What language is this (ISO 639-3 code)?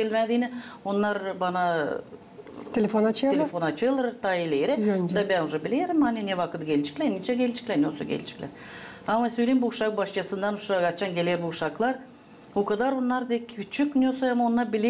gag